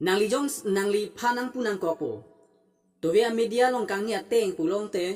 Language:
Karbi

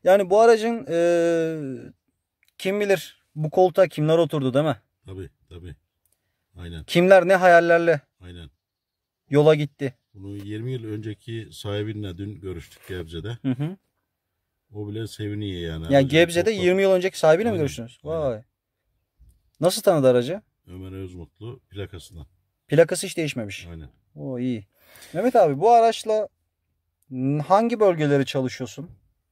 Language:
Turkish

